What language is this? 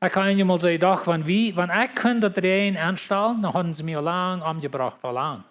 Plautdietsch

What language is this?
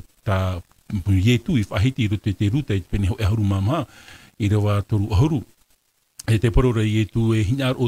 Tahitian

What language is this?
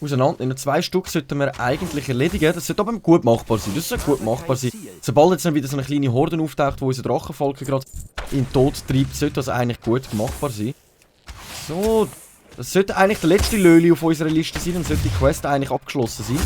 Swiss German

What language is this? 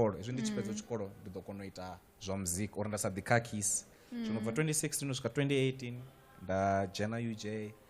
Venda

